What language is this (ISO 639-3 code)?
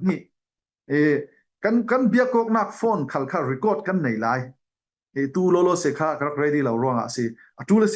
cfm